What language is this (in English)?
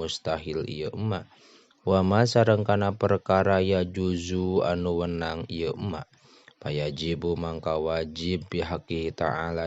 Sundanese